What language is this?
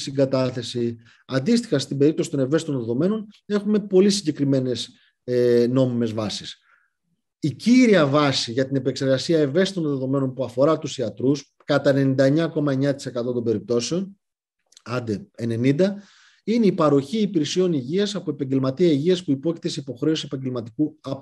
Greek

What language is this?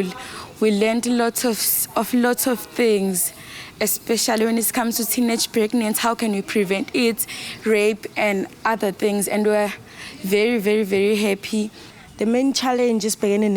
Zulu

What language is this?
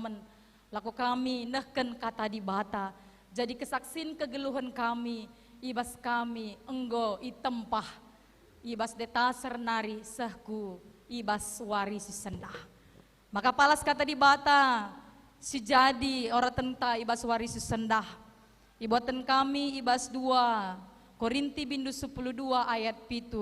Batak Karo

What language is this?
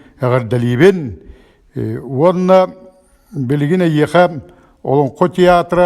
Yakut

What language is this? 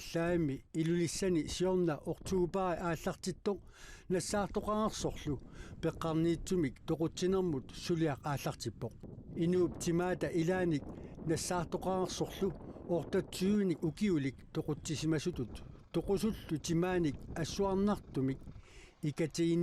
Kalaallisut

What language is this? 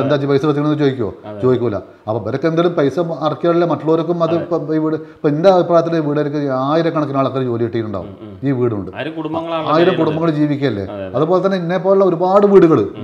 Malayalam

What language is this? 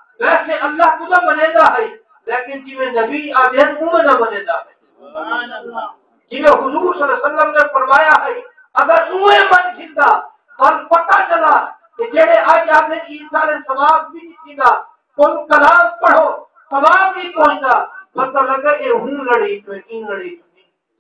Saraiki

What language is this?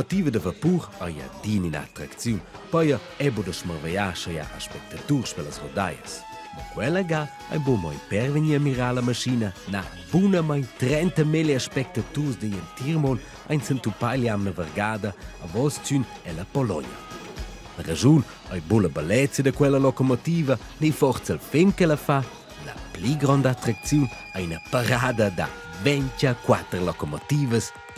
Romansh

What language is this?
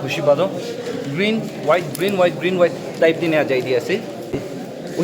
Naga Pidgin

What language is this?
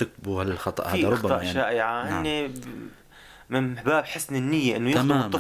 North Levantine Arabic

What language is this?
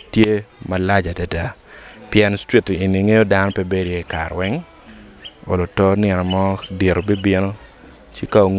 Acoli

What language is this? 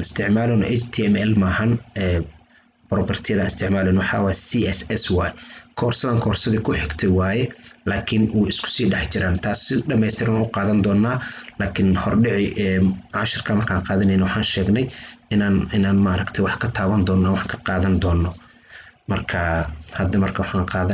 Somali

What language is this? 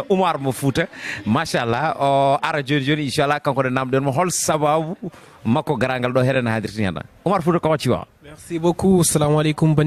Fula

